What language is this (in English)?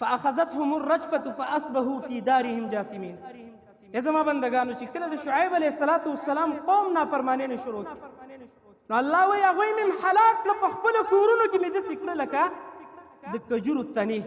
Pashto